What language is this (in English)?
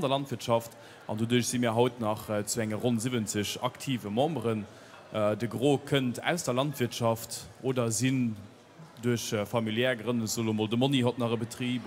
Luxembourgish